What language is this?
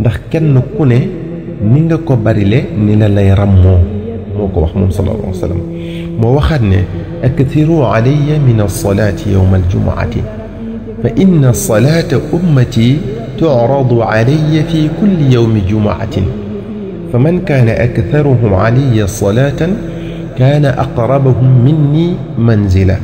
Wolof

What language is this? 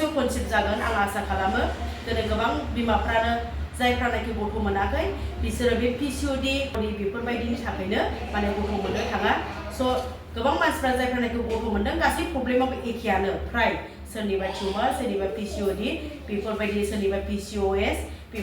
Bodo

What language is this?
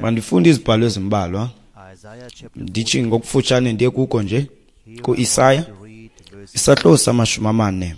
Xhosa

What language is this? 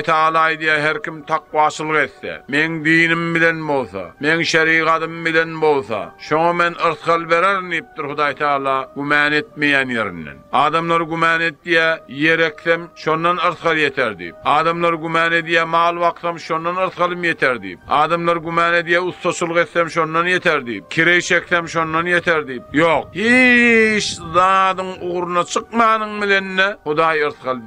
Turkmen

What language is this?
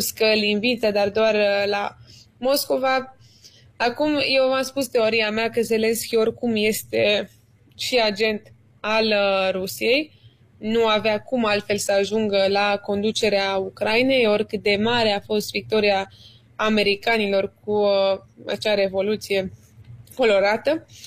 Romanian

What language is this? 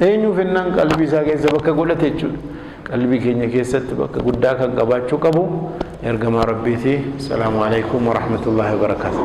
Oromo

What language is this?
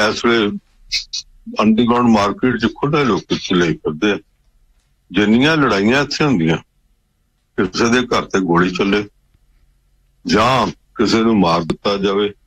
Punjabi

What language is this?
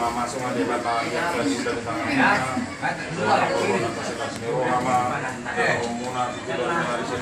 Batak Toba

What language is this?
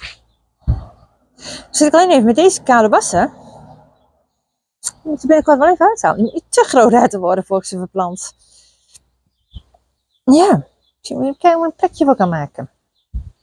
Dutch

